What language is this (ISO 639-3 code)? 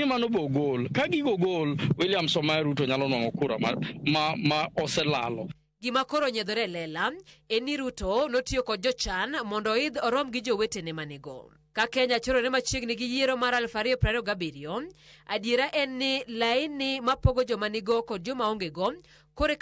luo